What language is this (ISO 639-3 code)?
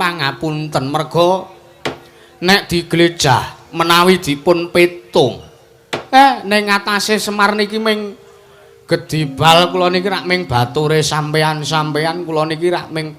jav